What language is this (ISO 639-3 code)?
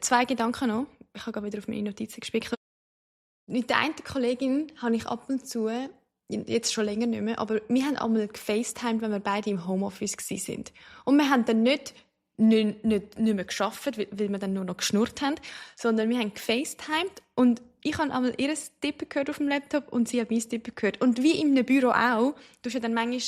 gsw